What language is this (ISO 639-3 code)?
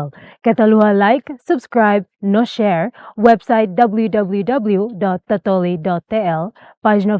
tet